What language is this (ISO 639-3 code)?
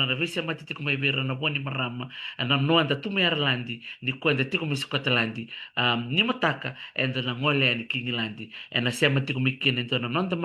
fij